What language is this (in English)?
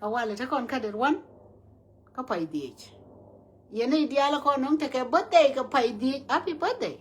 Nuer